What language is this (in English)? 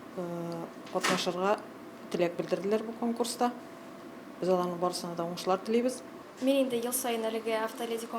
Tatar